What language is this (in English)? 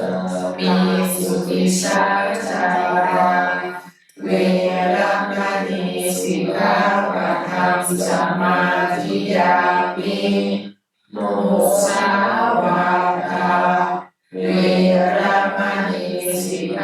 Pali